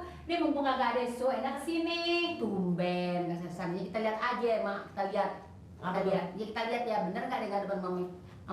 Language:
Betawi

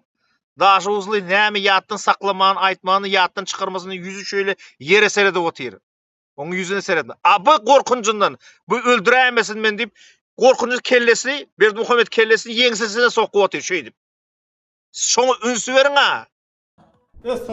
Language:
Turkmen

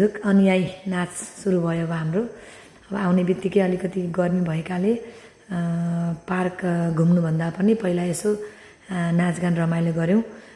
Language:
Nepali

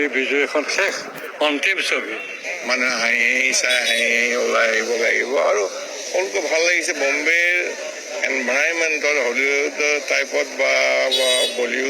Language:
Assamese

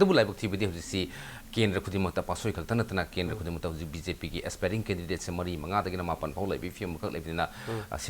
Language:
Manipuri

